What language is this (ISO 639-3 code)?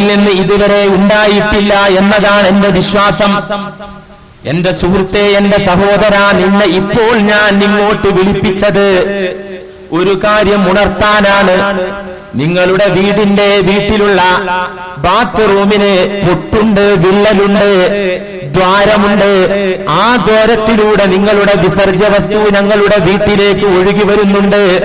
mal